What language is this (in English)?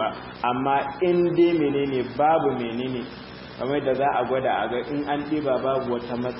Hausa